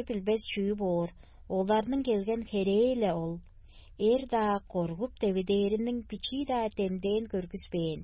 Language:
Tuvinian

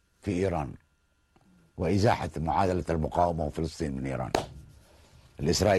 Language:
Arabic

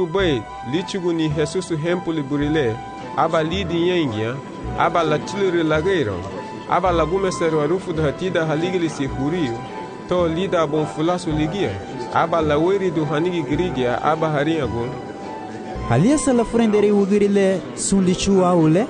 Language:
Garifuna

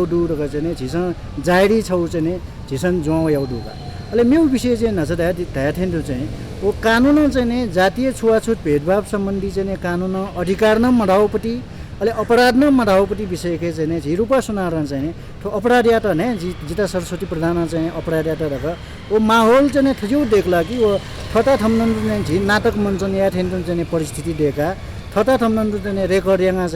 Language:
Newari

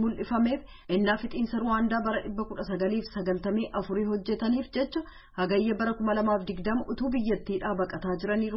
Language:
Oromo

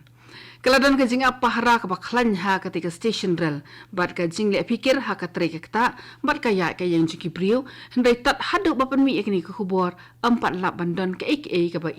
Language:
Khasi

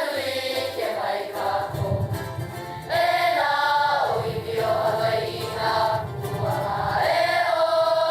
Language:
Hawaiian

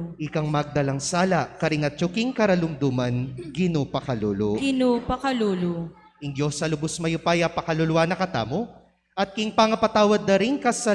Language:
Pampanga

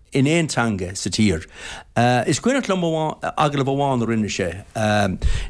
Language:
Irish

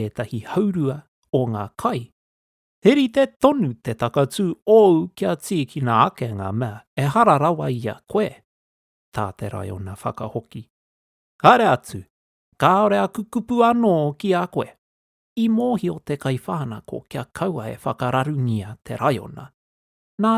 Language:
Māori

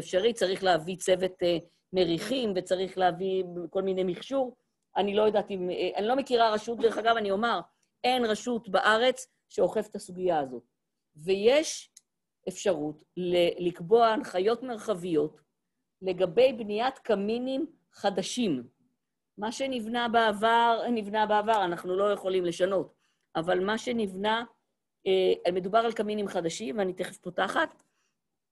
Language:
Hebrew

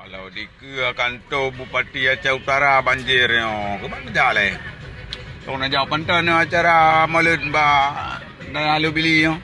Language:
Achinese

